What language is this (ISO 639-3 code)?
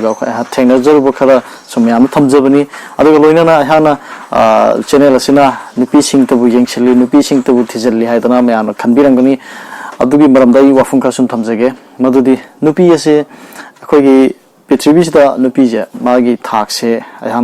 mni